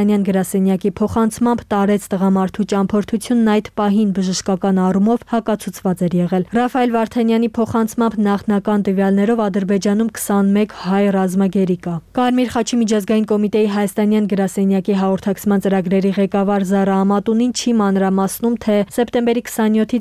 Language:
Armenian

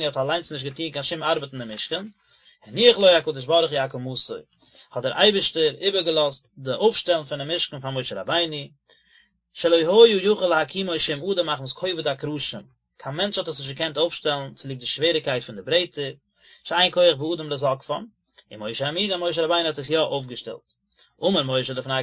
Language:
Yiddish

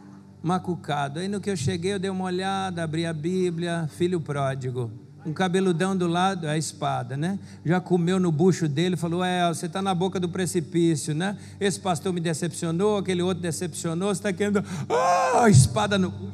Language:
Portuguese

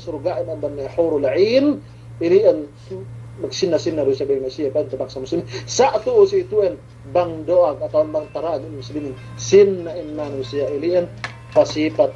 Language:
Yakan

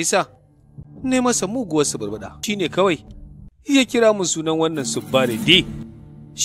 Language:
Hausa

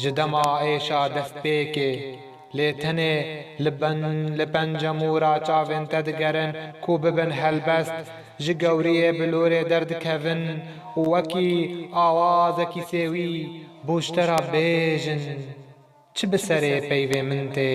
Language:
Kurdish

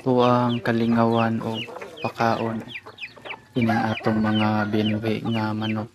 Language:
Cebuano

